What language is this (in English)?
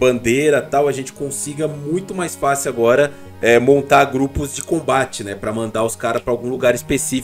Portuguese